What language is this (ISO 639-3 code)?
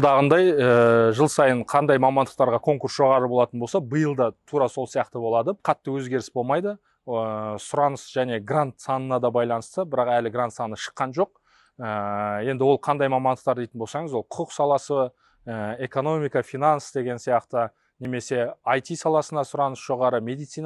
kaz